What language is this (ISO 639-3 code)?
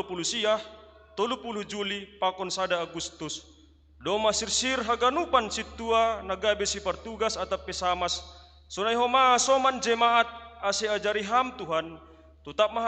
bts